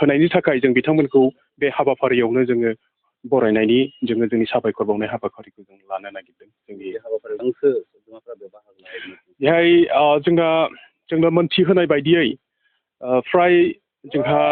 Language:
Bodo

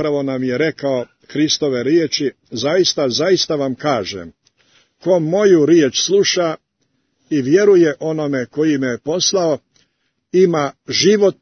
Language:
Serbian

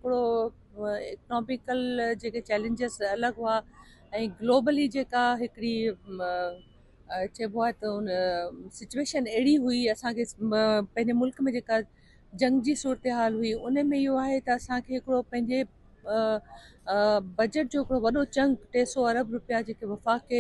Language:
Sindhi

